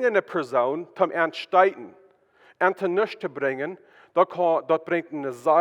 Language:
Plautdietsch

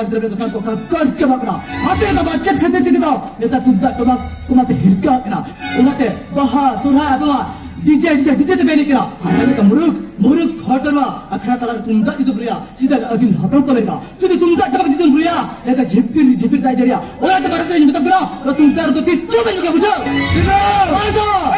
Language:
Santali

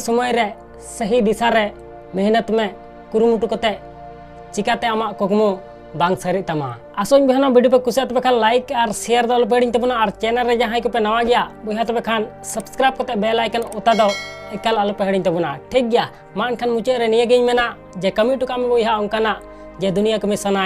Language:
Santali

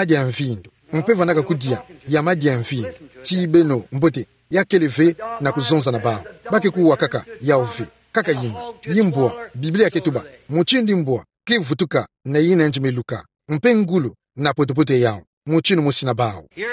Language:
Kituba (Democratic Republic of Congo)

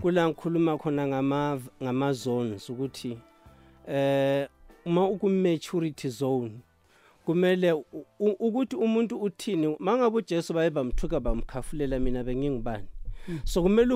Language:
South Ndebele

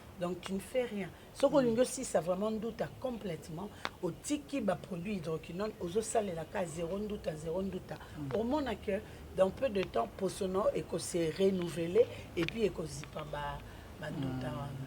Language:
Lingala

